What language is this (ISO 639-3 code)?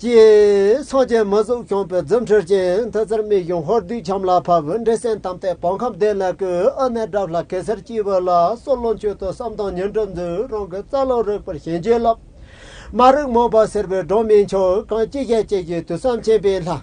bod